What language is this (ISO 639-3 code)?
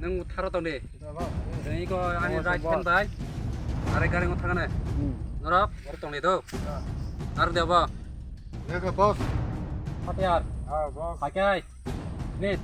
trp